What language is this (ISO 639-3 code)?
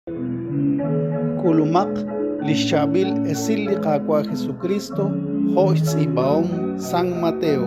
kek